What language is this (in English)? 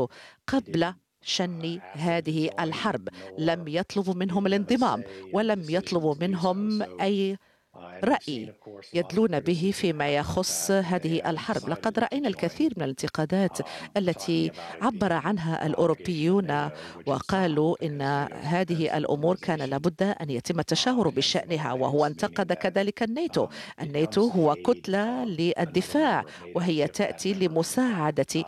Arabic